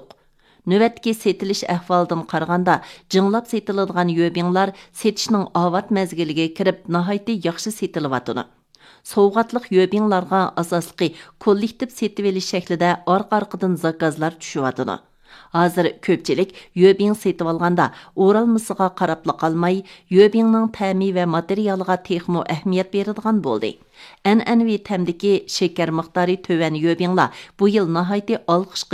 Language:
Uyghur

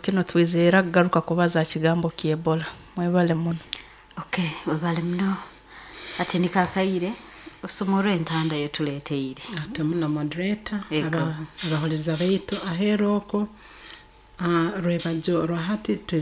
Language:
Nyoro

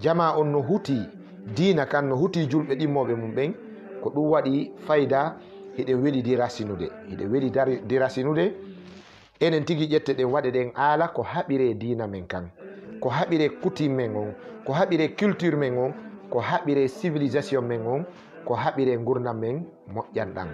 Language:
Fula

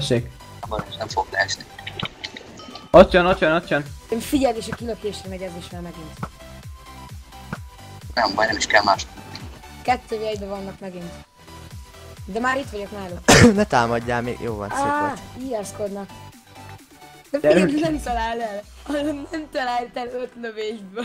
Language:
Hungarian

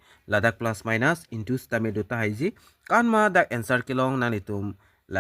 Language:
Karbi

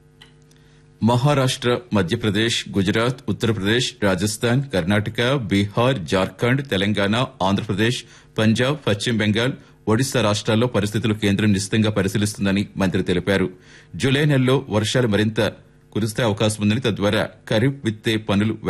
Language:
Telugu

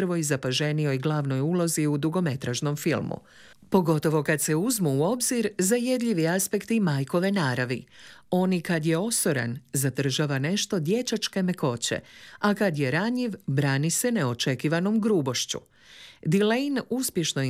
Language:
Croatian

